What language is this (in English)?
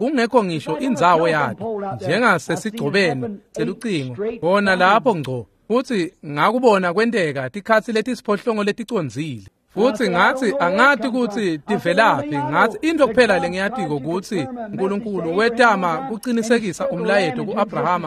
Swati